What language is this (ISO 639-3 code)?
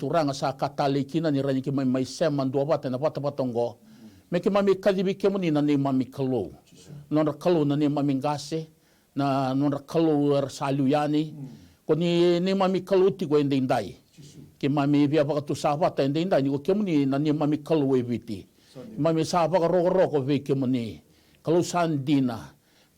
fij